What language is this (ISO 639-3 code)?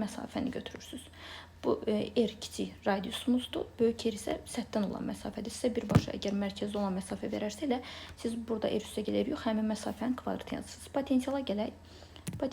aze